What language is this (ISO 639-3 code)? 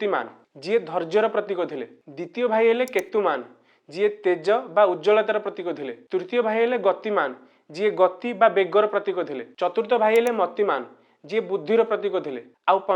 ori